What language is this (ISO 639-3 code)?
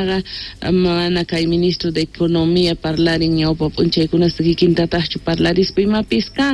que